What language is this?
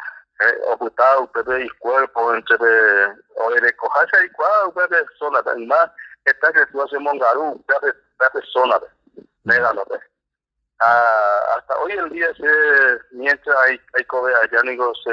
Guarani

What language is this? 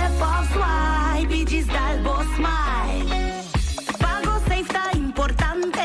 Papiamento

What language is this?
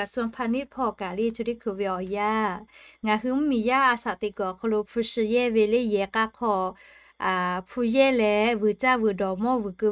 Lahu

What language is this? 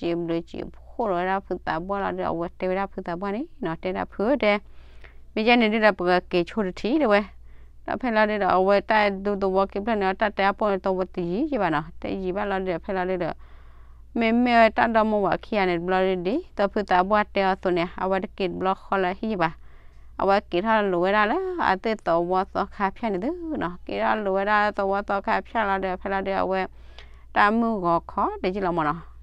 S'gaw Karen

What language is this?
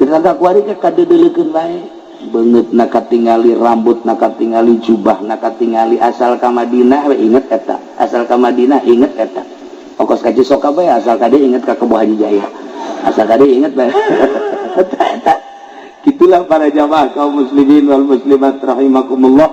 Sundanese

